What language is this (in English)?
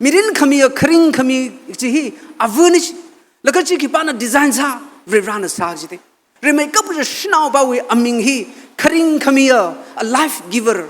Tangkhul Naga (India)